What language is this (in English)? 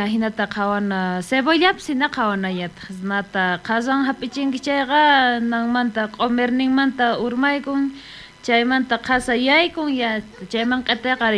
South Bolivian Quechua